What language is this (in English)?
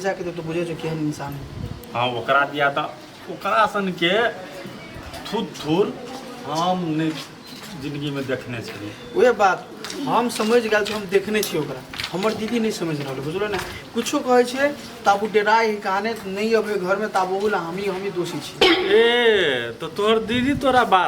Maithili